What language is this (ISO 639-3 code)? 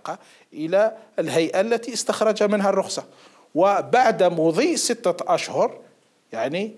ara